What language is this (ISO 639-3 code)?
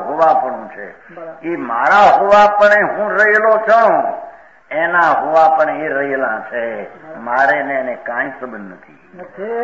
guj